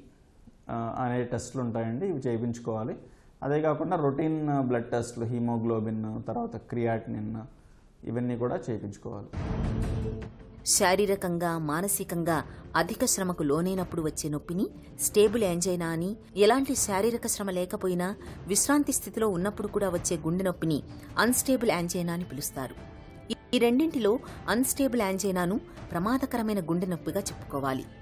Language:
Telugu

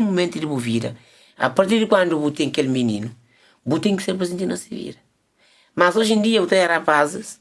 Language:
Kabuverdianu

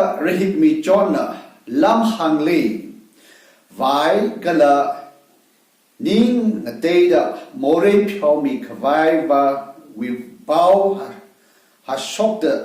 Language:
Tangkhul Naga (India)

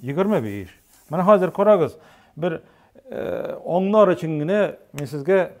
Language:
Tatar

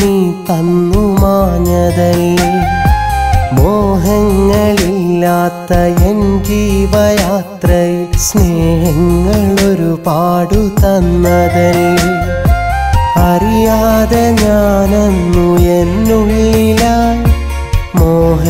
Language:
Malayalam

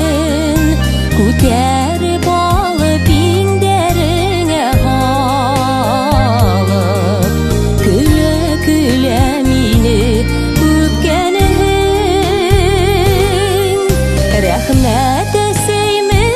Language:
Bashkir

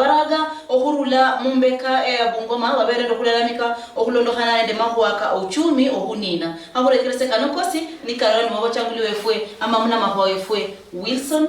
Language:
Luyia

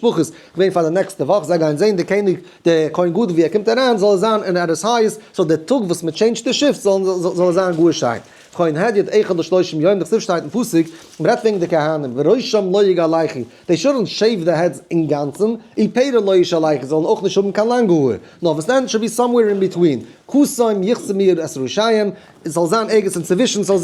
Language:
Yiddish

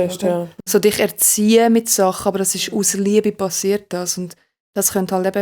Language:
Swiss German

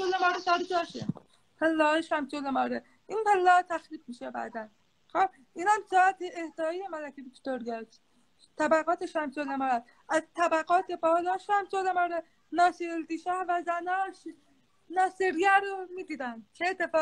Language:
Persian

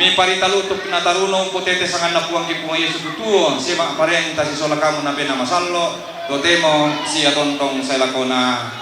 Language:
Toraja-Sa'dan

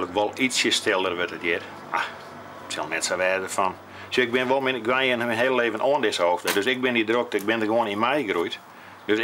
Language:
Western Frisian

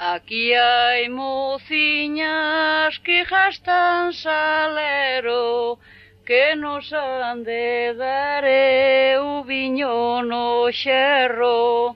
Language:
Galician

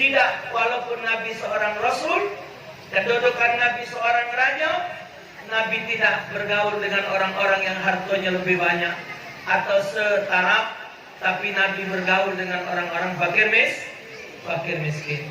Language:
Musi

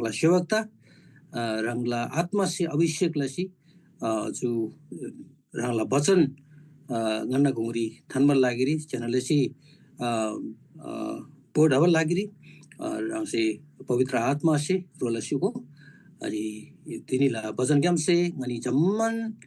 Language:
Eastern Tamang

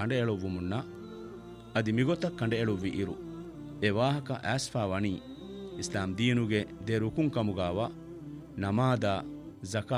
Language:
Divehi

